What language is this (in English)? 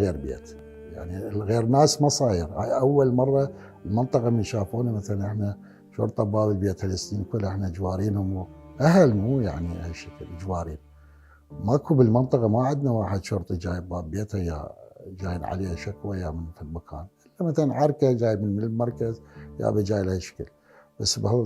Mesopotamian Arabic